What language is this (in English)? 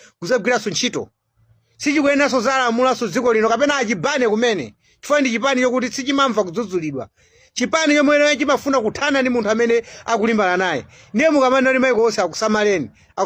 Nyanja